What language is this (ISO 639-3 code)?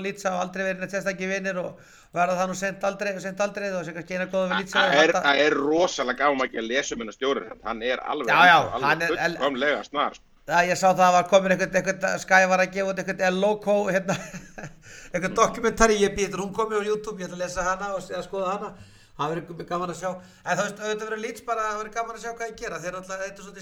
isl